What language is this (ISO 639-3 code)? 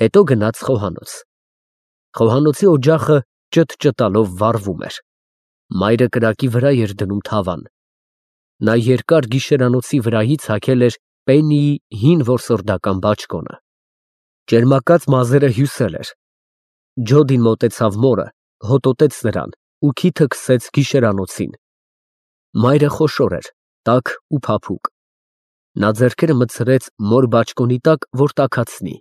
hye